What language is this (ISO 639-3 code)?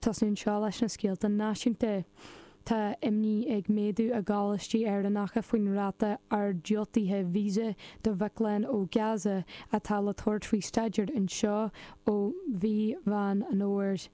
gle